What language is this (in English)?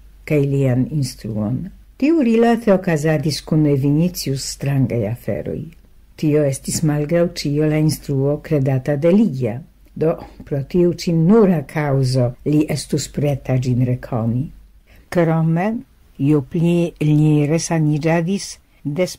Esperanto